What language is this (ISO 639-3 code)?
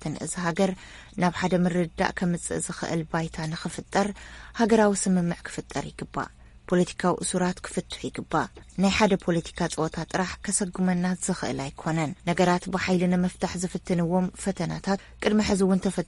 tir